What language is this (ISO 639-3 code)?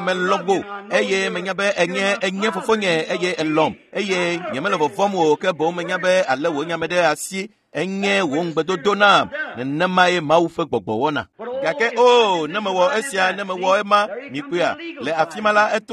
ewe